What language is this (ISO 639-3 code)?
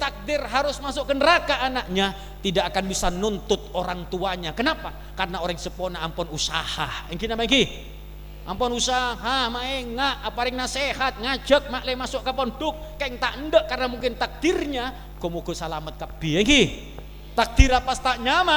mad